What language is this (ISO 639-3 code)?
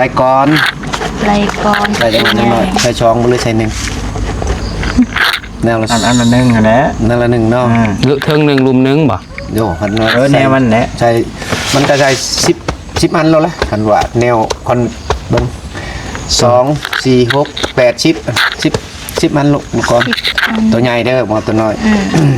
tts